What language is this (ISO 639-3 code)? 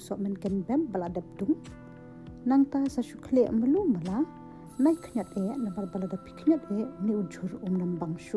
kha